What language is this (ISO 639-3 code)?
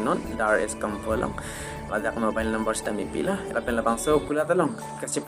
mjw